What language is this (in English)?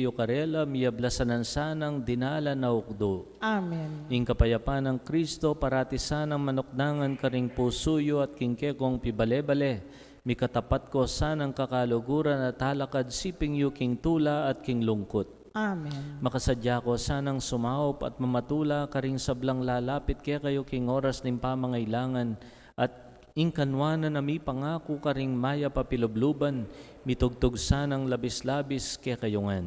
Pampanga